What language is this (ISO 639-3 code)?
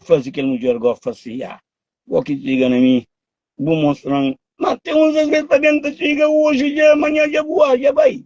kea